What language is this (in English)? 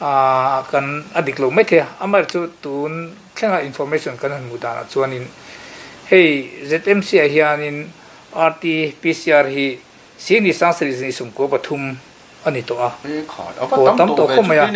Mizo